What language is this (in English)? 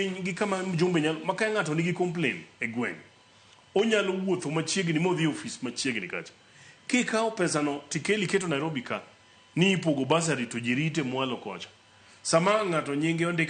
Luo (Kenya and Tanzania)